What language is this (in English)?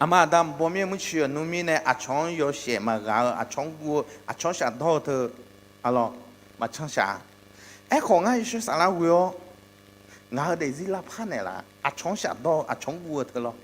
Akha